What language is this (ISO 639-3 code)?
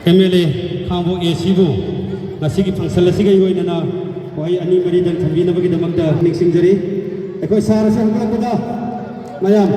mni